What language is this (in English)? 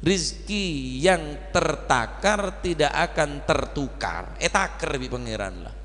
Madurese